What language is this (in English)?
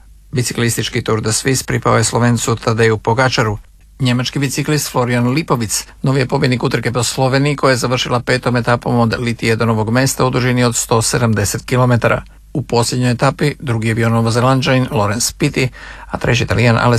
Croatian